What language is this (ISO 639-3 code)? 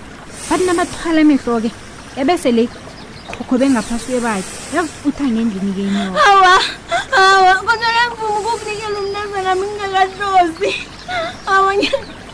nbl